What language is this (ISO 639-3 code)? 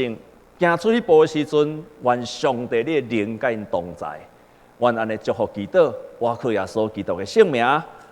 nan